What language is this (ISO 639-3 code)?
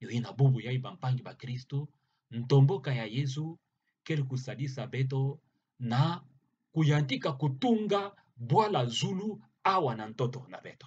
ktu